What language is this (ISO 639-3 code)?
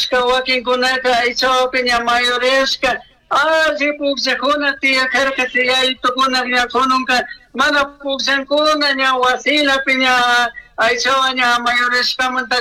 qug